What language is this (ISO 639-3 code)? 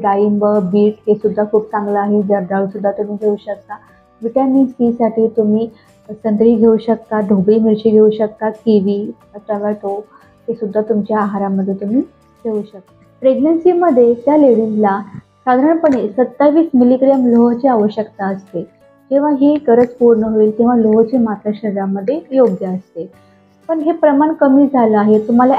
mar